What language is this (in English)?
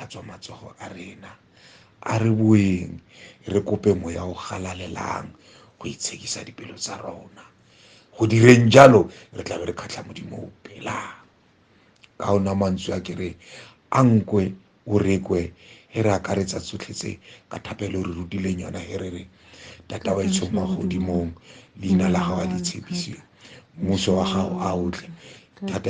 Tswana